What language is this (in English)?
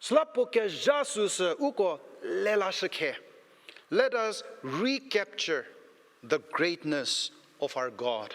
Angami Naga